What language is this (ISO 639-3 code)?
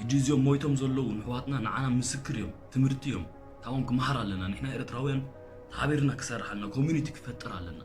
tir